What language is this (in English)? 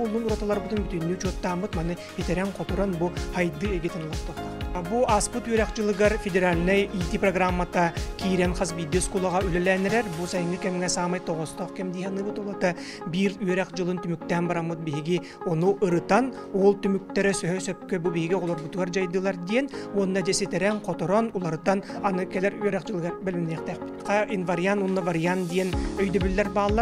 Yakut